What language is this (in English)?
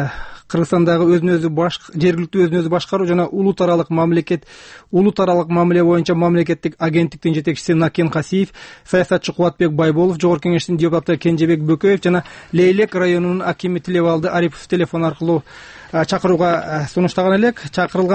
Kyrgyz